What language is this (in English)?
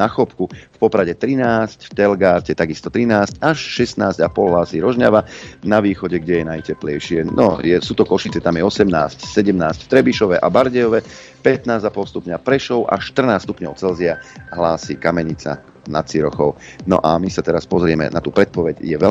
Slovak